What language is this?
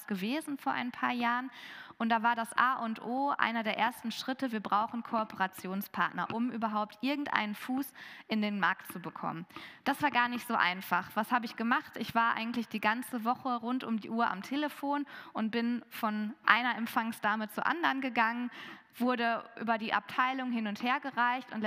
German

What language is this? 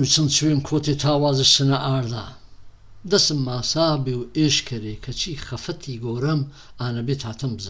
Gurani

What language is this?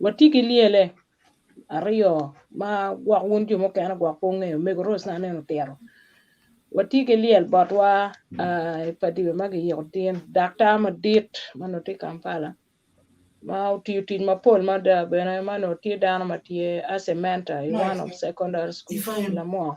Acoli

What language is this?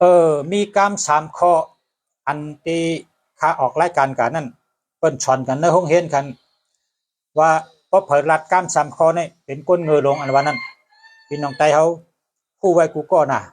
Shan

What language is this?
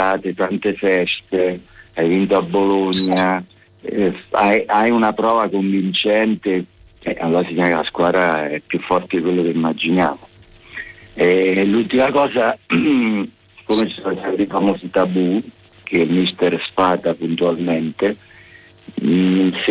Italian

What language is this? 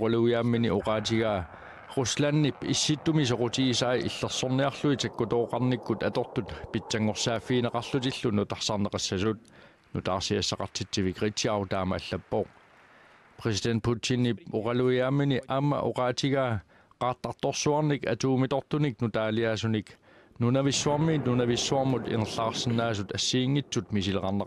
Kalaallisut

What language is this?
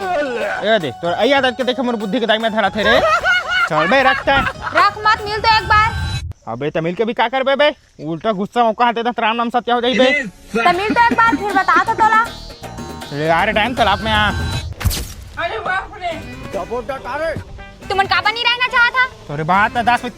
Chhattisgarhi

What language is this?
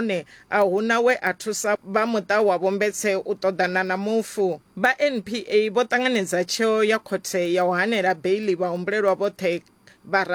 Venda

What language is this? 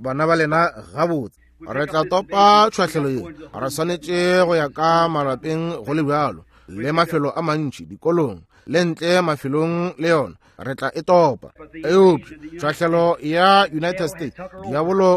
Northern Sotho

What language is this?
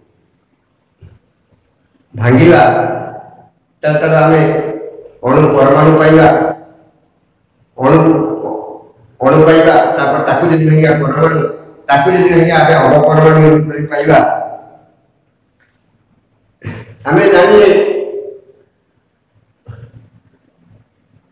Odia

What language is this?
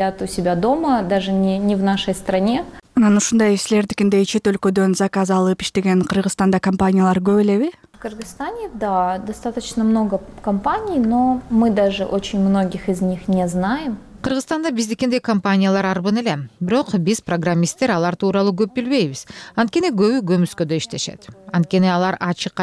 Kyrgyz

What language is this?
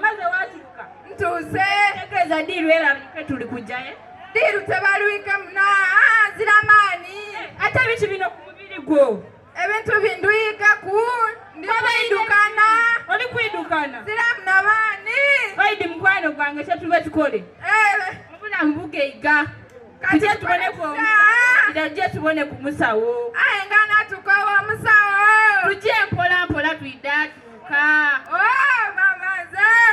Soga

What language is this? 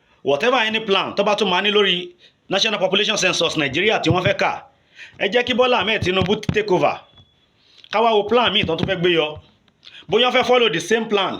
Yoruba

